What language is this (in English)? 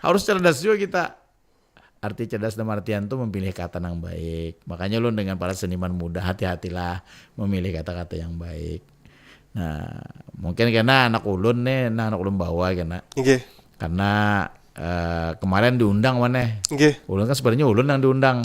Banjar